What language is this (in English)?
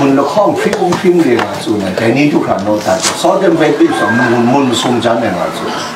Kachin